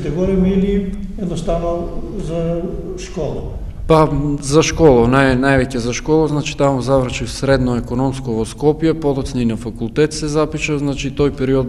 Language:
Macedonian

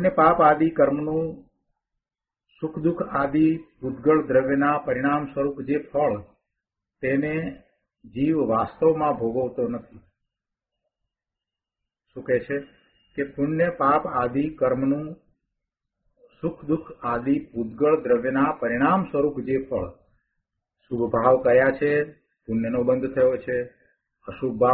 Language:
Gujarati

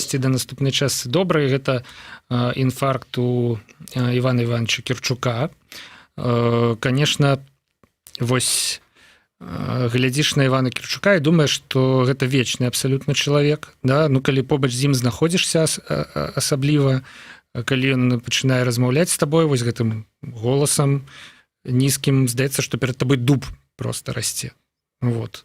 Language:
Belarusian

